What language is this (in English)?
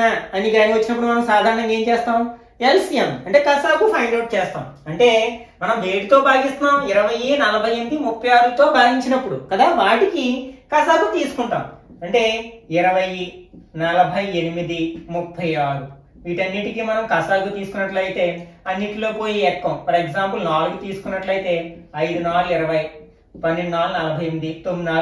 Telugu